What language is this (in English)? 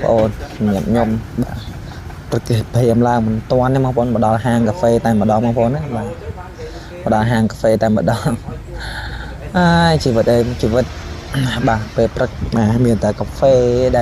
Khmer